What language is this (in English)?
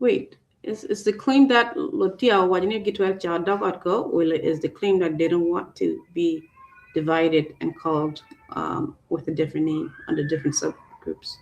Acoli